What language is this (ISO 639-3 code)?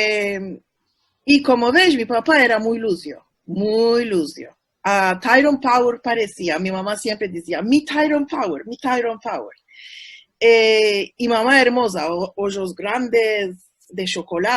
lad